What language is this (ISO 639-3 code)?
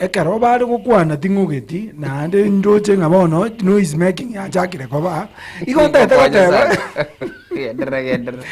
guz